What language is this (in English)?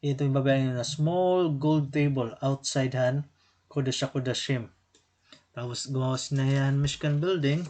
Waray